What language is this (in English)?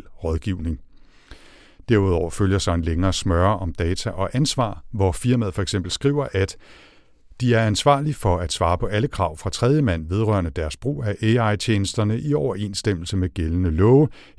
Danish